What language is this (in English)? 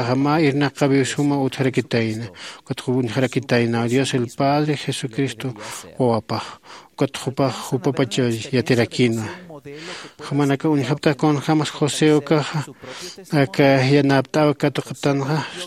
Aymara